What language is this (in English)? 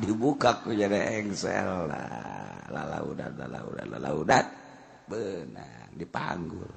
Sundanese